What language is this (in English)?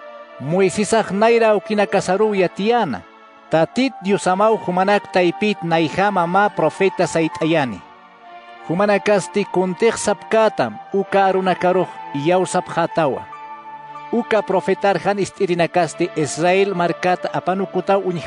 Aymara